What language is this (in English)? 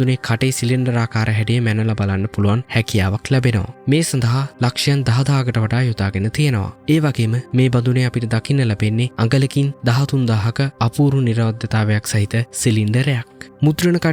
Sinhala